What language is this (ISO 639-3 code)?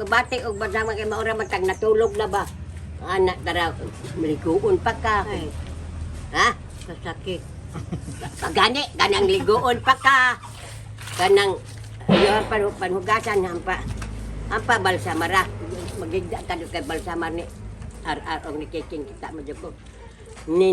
ceb